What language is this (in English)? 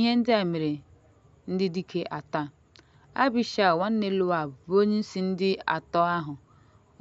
Igbo